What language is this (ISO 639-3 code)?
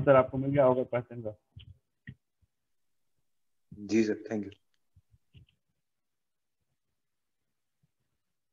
hin